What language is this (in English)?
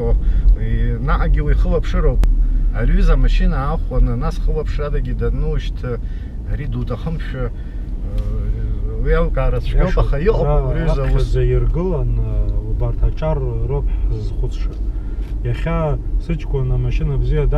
Abkhazian